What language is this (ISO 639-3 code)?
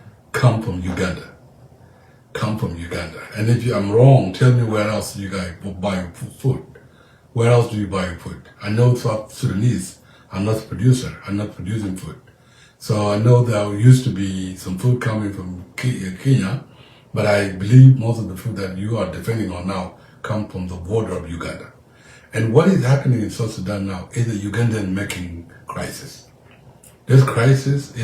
nus